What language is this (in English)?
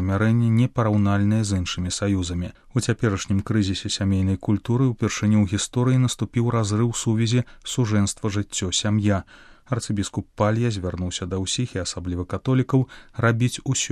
Belarusian